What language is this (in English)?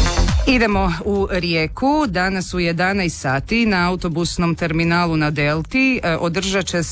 Croatian